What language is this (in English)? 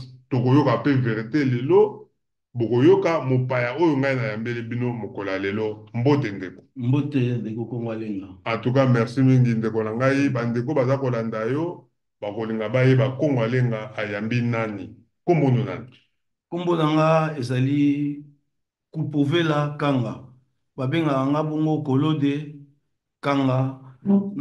Lingala